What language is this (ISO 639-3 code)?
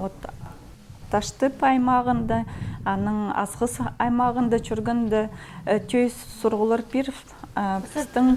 kjh